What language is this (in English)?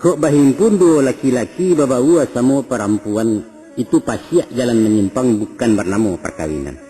Minangkabau